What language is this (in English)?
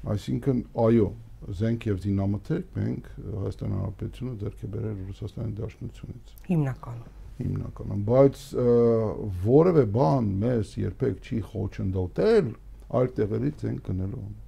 Armenian